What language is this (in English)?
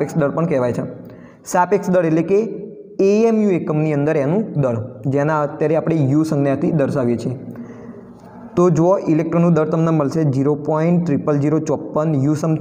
Gujarati